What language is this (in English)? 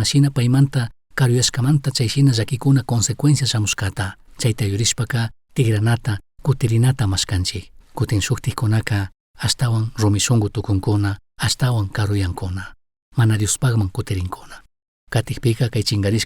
Chimborazo Highland Quichua